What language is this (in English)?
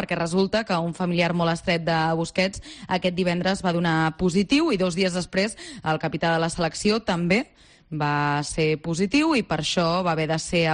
Catalan